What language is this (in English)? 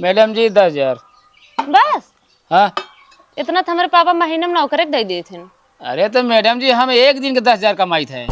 Awadhi